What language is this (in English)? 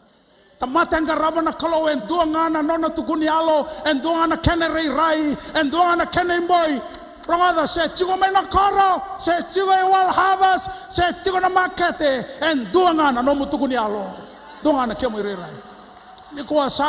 Fijian